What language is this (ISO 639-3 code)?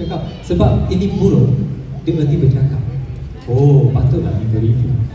msa